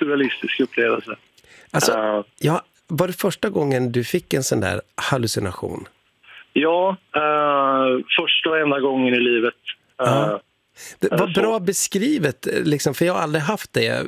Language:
Swedish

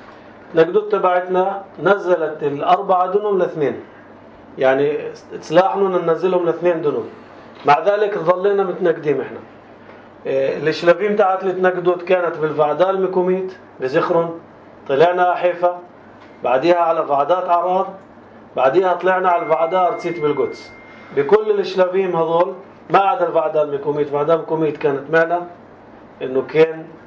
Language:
North Levantine Arabic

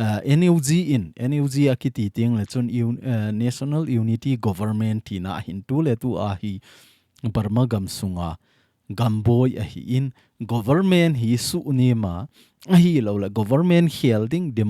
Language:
Thado Chin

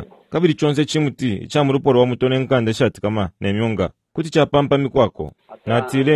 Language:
Bemba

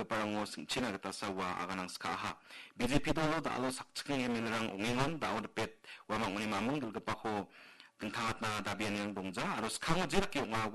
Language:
Garo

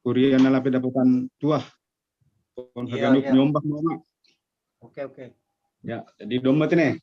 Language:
Batak Simalungun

